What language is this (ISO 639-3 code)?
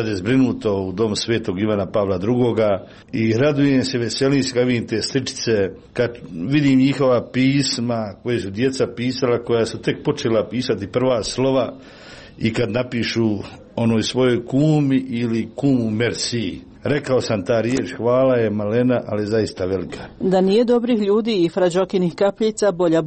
hrv